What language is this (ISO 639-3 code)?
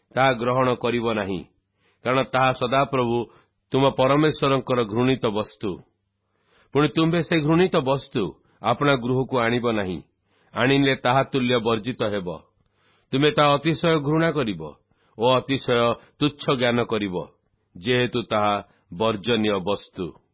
ori